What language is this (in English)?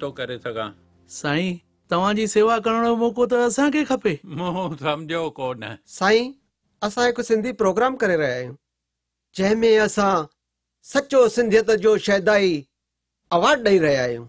Sindhi